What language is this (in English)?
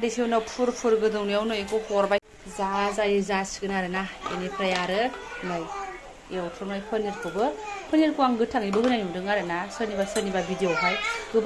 Bodo